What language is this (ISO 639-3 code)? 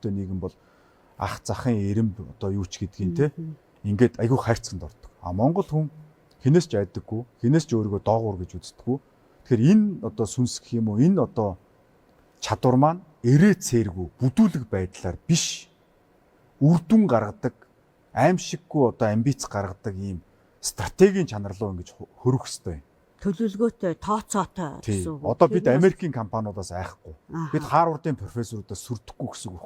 mon